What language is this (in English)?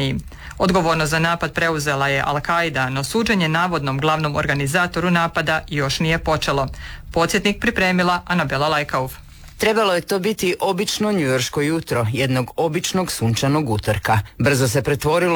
Croatian